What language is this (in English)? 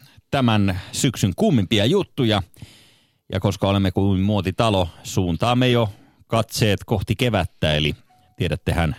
Finnish